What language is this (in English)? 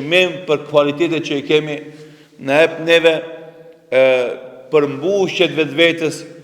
Albanian